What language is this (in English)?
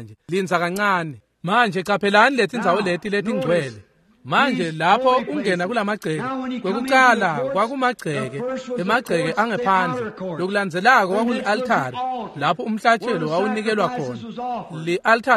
Swati